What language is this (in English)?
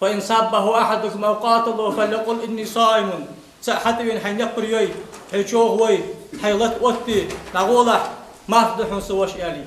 Ingush